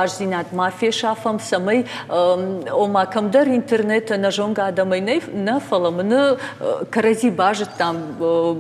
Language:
Ossetic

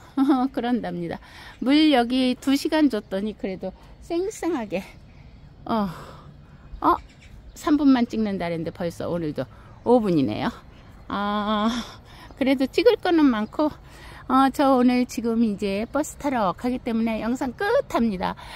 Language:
Korean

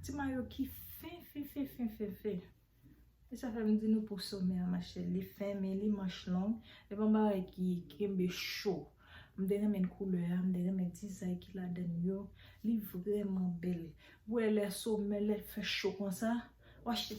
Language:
Haitian Creole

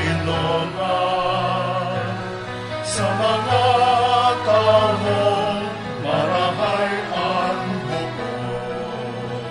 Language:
Bikol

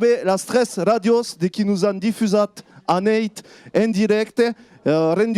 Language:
Occitan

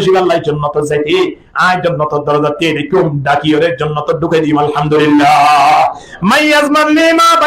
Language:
Rohingya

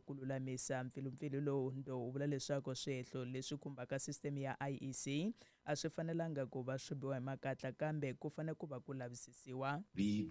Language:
Tsonga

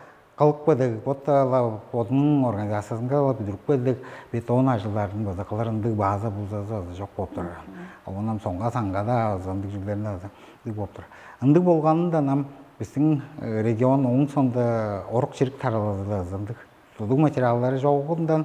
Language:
Tuvinian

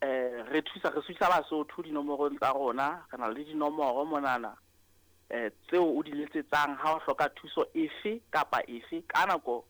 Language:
Southern Sotho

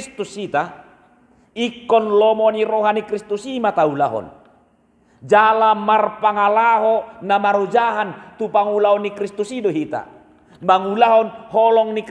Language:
Batak Toba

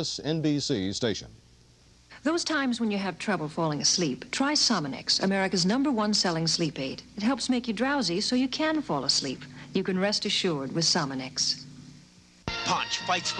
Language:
English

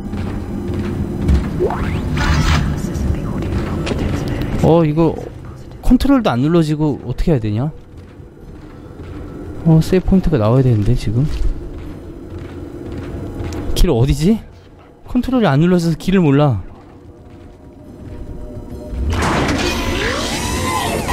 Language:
Korean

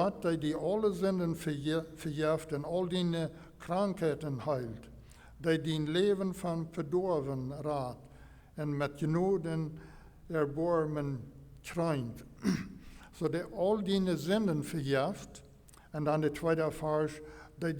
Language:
Plautdietsch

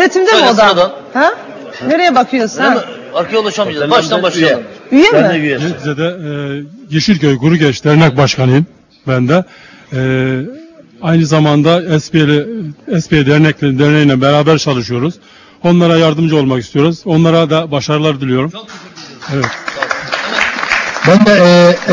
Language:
Turkish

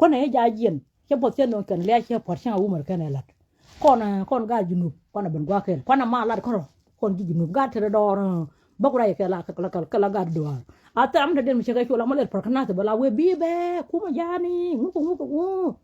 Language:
Nuer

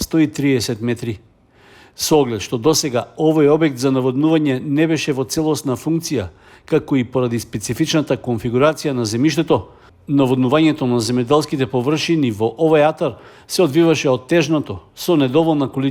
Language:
Macedonian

